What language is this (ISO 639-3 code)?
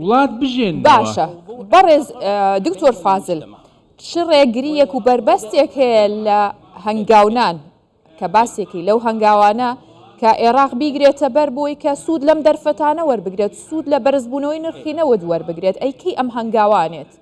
ckb